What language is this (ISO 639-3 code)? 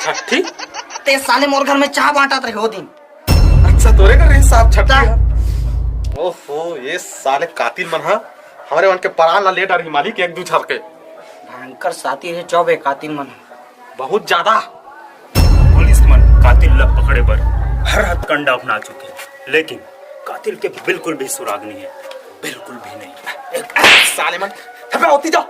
hne